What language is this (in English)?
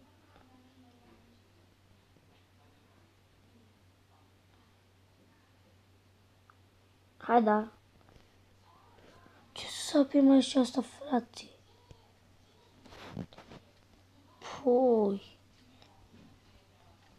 Romanian